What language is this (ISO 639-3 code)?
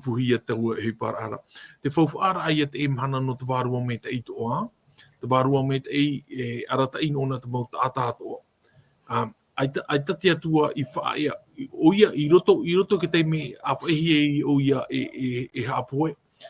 tah